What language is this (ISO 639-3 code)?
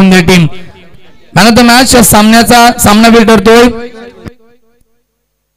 mar